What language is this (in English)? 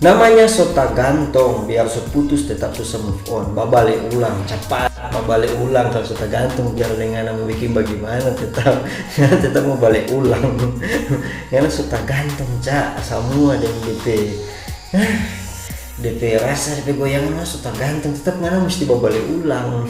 Manado Malay